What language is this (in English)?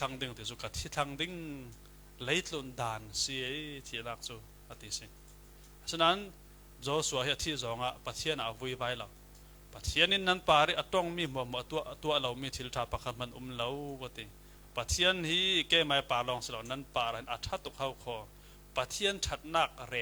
Falam Chin